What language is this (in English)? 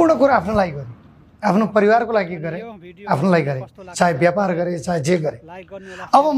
Nepali